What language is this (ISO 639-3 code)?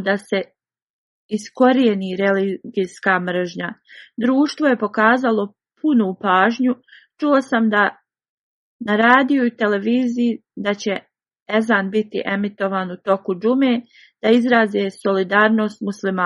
bos